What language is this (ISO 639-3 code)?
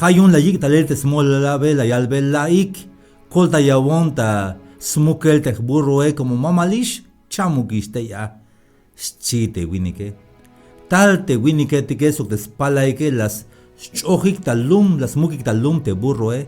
tzh